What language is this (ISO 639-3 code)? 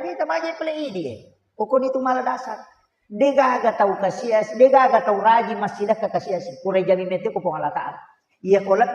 bug